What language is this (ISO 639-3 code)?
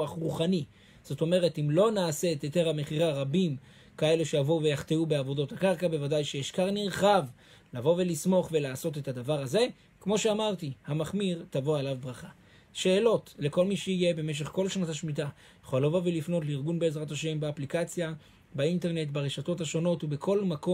heb